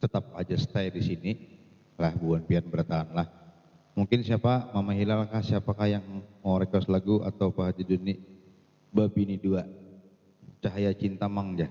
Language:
Banjar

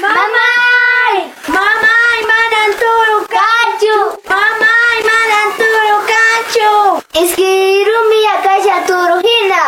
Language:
Quechua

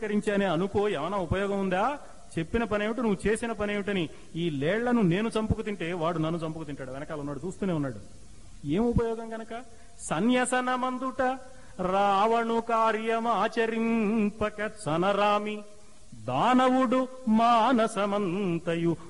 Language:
Telugu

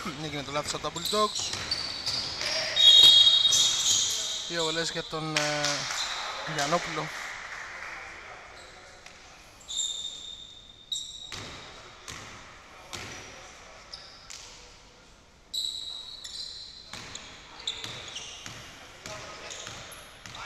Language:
Greek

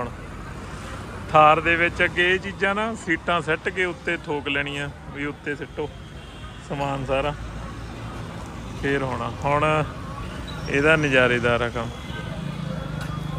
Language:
Punjabi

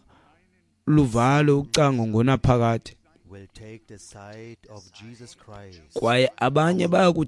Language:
Xhosa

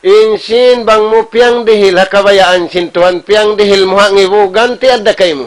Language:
Tausug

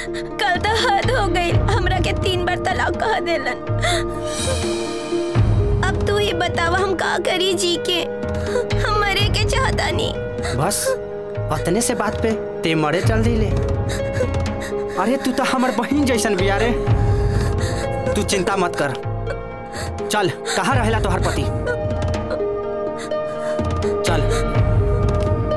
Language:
Bhojpuri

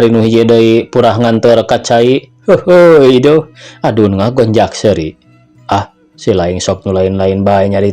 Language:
Sundanese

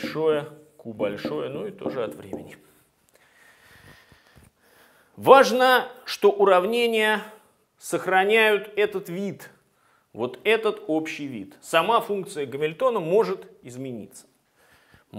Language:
Russian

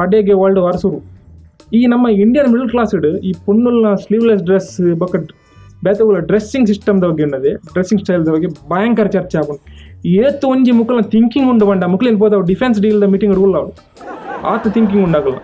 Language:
Tulu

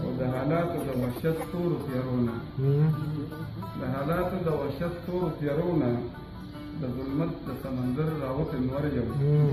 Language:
Pashto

